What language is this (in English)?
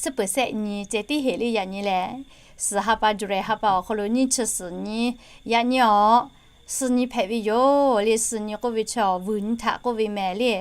Lahu